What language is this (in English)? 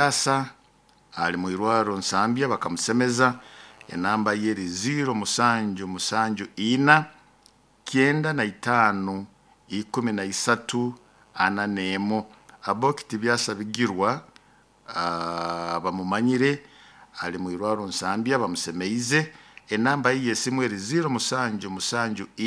Nyoro